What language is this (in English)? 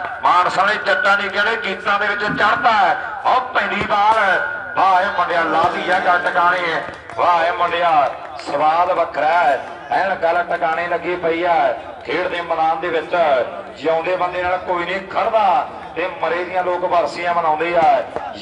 Punjabi